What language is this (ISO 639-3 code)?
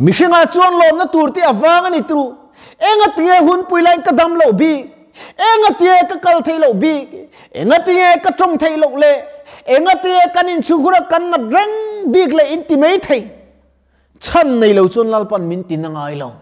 lus